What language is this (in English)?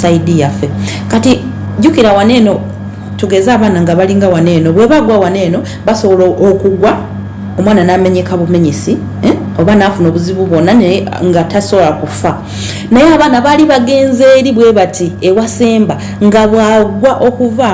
Ganda